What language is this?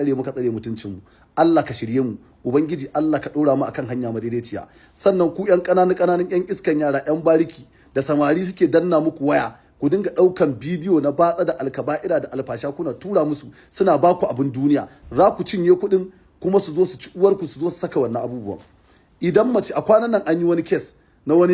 Hausa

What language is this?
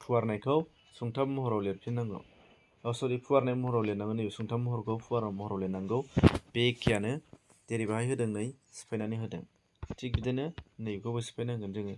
Bodo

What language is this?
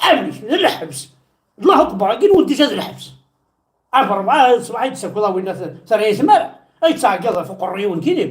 Kabyle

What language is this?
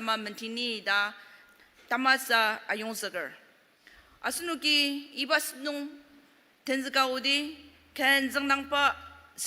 Ao Naga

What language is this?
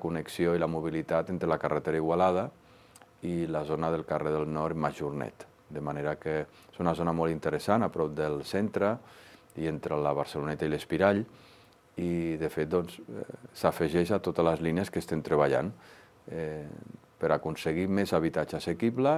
Catalan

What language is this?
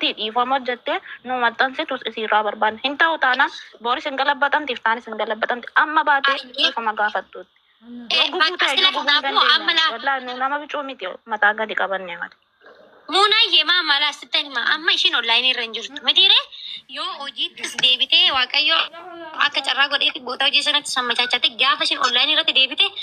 Oromo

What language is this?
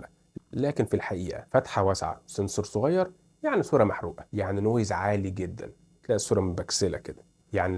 Egyptian Arabic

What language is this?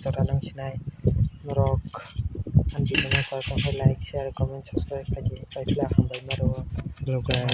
Kok Borok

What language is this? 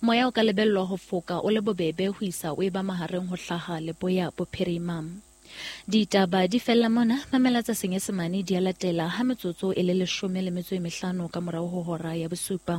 Southern Sotho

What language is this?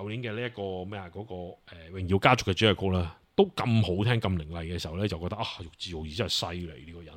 Cantonese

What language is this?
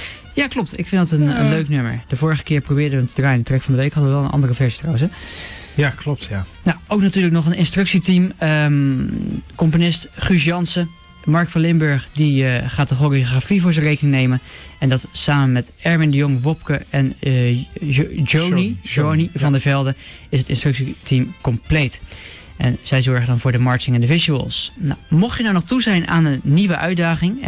Dutch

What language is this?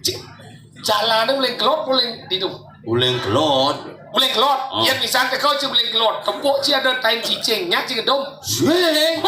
Balinese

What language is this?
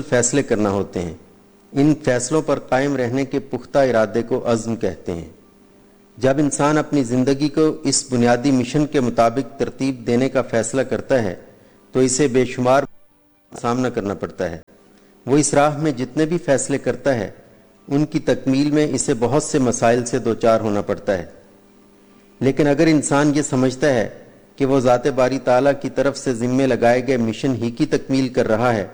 Urdu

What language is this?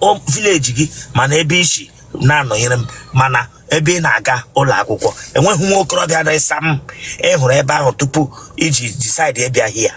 Igbo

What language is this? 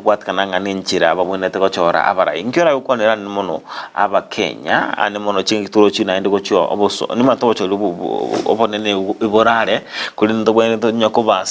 Gusii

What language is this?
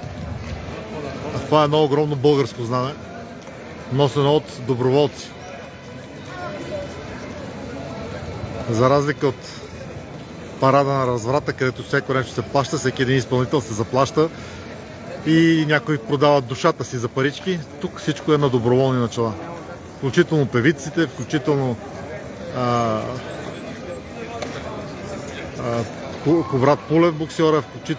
Bulgarian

